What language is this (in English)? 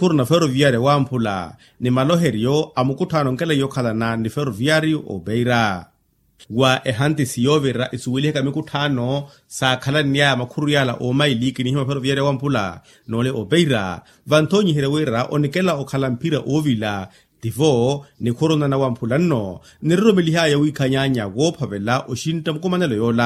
Makhuwa